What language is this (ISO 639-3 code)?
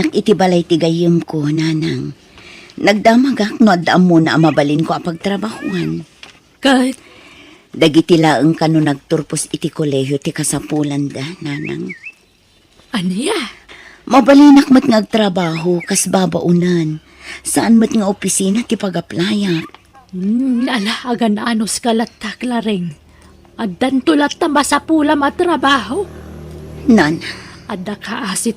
ilo